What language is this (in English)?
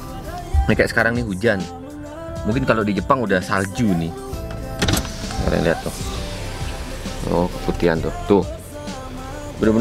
Indonesian